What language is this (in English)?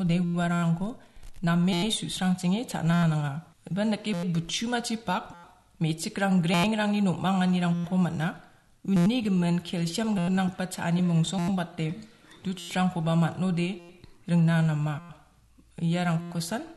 Garo